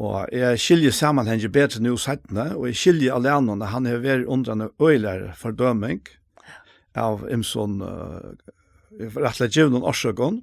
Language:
Faroese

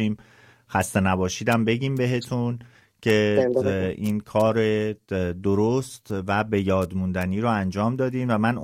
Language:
Persian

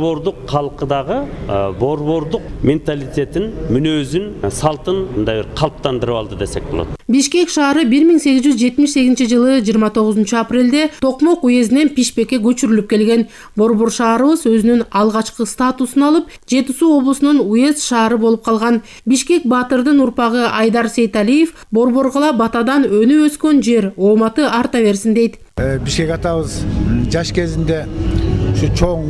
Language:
Kyrgyz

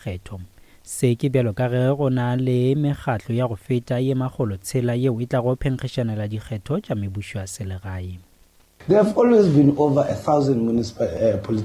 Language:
Northern Sotho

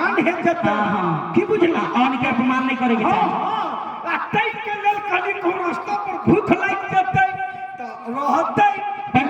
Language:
Maithili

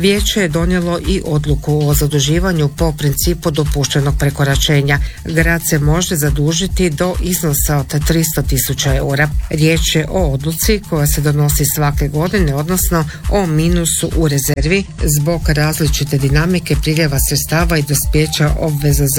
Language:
Croatian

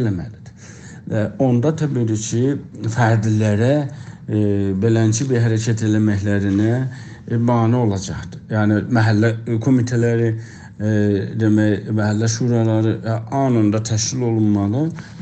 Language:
South Azerbaijani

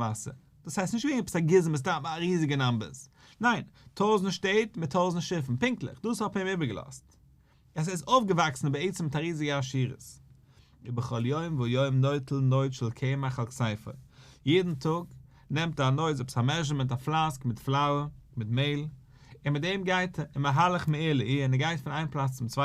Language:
Yiddish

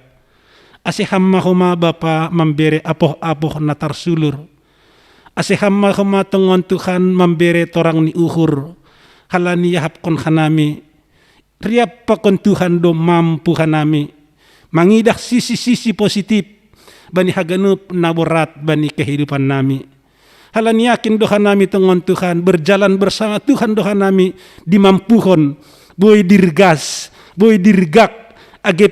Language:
Batak Simalungun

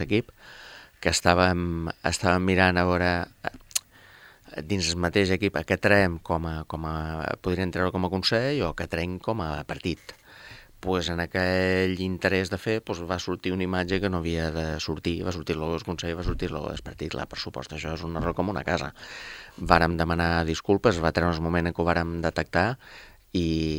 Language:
Catalan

